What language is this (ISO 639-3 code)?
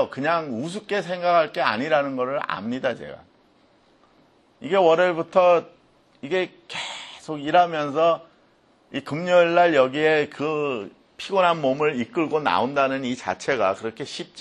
kor